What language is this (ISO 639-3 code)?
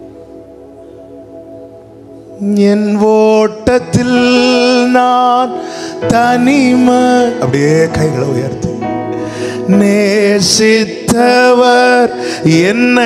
tam